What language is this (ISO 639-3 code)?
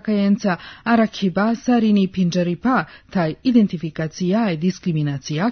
srp